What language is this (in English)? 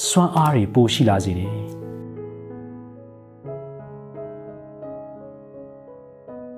Burmese